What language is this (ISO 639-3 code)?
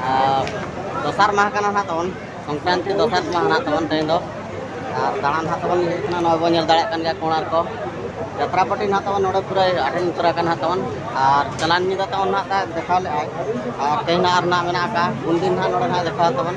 sat